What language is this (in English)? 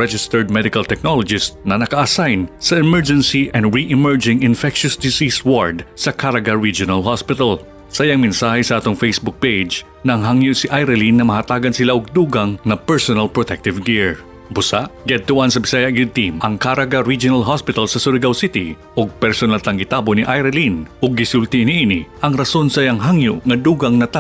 Cebuano